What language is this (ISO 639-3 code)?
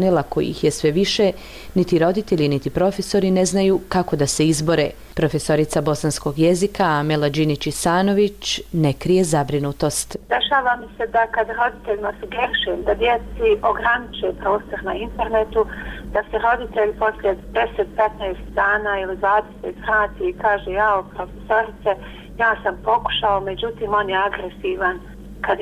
bos